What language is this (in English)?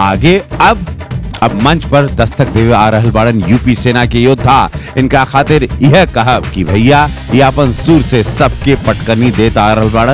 Bhojpuri